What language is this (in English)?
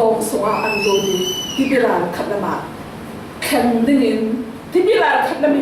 Falam Chin